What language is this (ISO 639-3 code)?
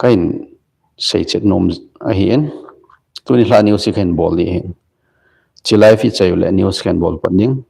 tcz